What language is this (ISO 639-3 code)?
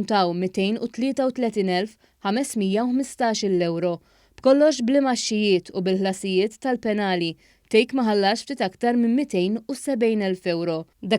mlt